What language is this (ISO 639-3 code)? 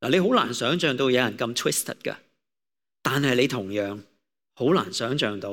yue